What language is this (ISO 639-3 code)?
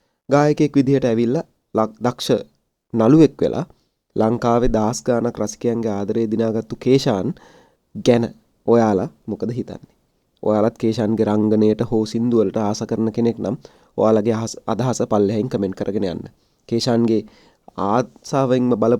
sin